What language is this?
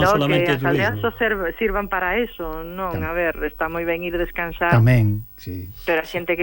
Galician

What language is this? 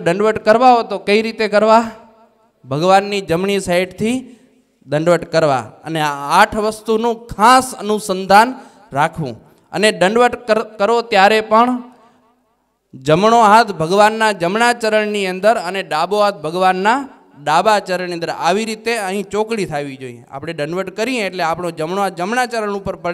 Gujarati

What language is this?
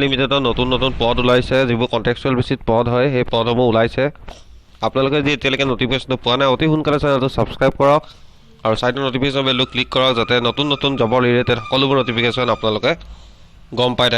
Assamese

